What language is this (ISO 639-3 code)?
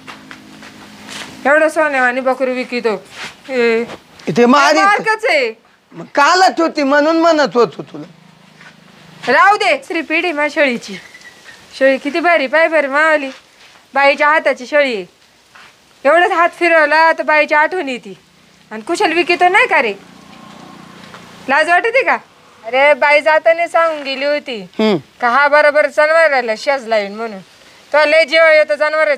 mar